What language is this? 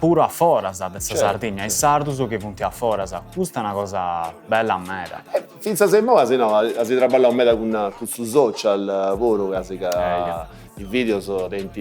Sardinian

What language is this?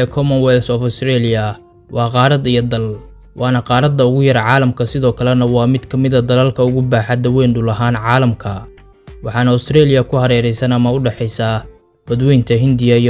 Somali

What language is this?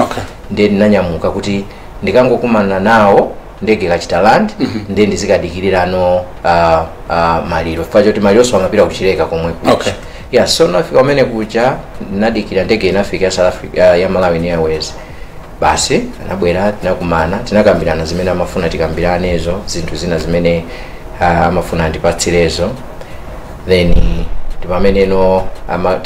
Nyanja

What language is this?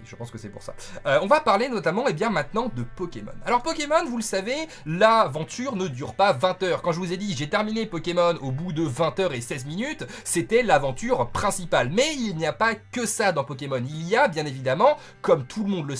French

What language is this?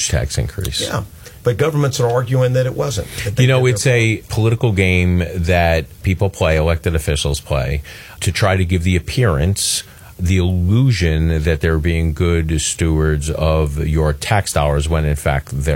English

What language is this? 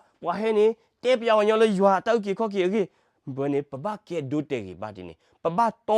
S'gaw Karen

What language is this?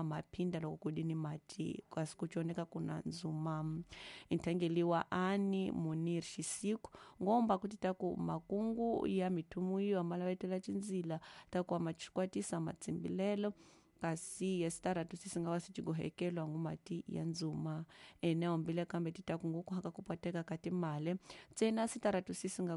Tsonga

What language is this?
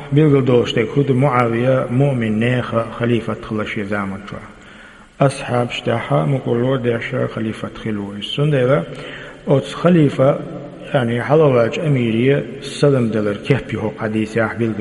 Chechen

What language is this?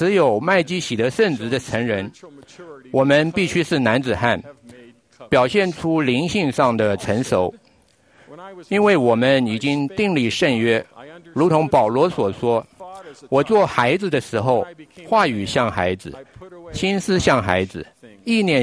Chinese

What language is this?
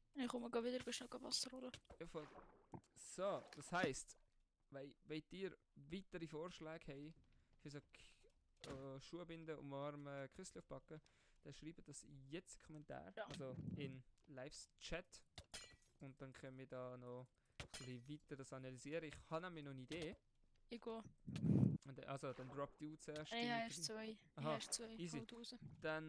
Swiss German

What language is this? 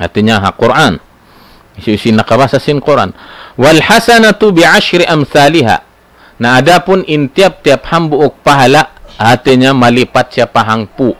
Tausug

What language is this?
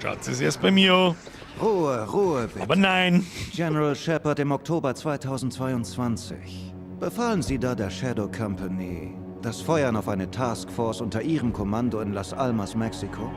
Bavarian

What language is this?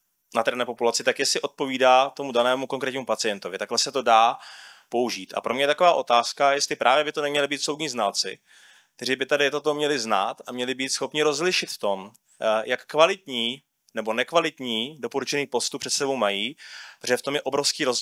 Czech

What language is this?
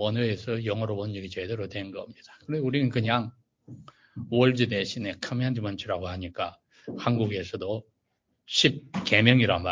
Korean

